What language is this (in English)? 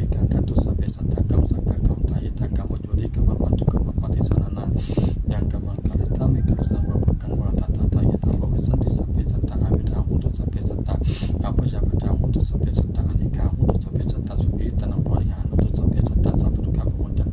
Pali